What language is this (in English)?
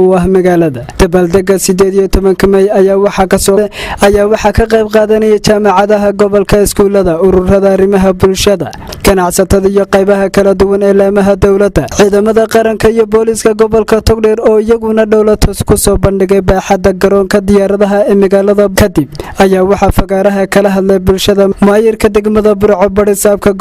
Somali